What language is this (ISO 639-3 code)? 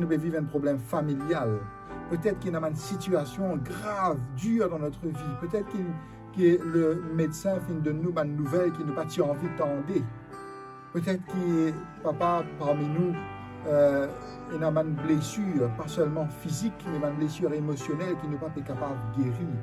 mfe